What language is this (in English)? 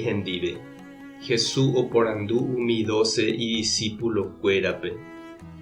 Guarani